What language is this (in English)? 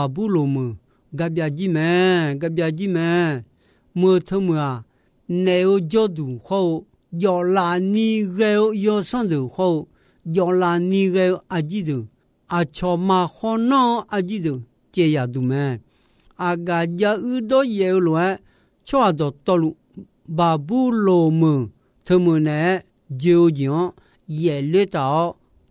Akha